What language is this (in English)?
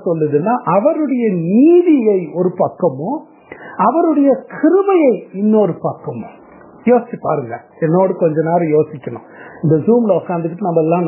Tamil